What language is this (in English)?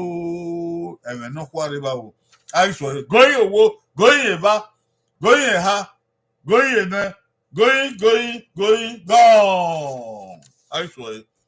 Bini